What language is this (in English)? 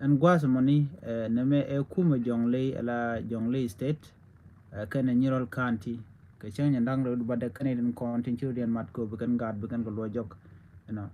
Nuer